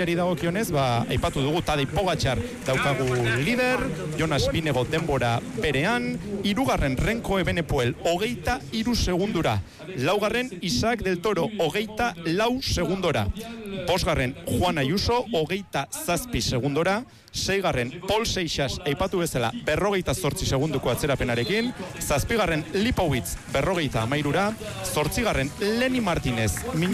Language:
Basque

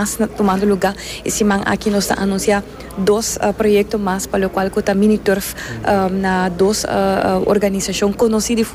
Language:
Papiamento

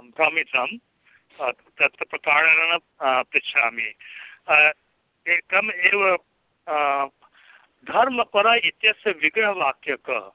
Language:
Sanskrit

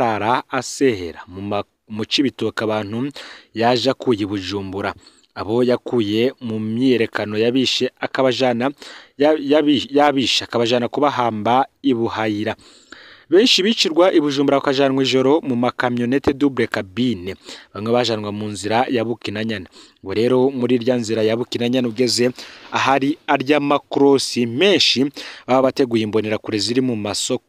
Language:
Rundi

